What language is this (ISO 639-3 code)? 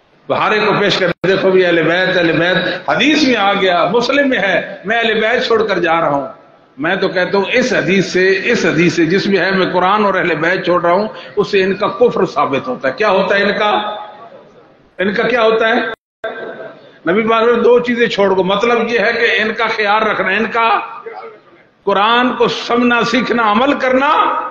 urd